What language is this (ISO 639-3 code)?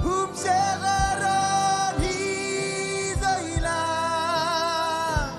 mah